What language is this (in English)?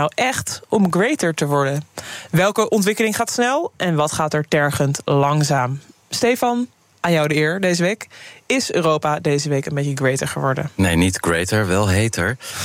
Dutch